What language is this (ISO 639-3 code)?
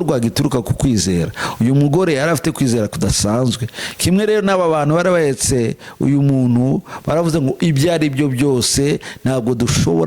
kin